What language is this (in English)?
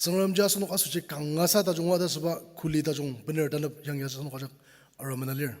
Ao Naga